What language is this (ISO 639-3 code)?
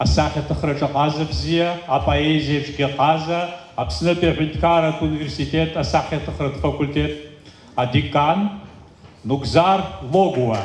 abk